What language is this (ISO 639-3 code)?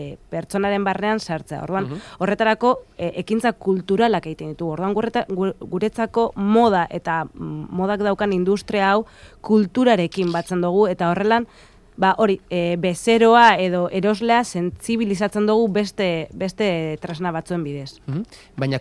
eus